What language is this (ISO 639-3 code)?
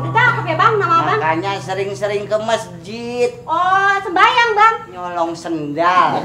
bew